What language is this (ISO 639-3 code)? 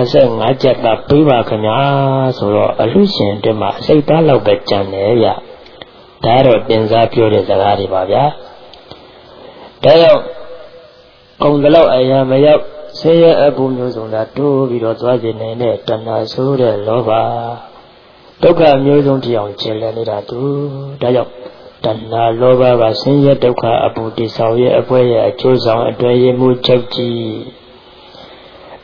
mya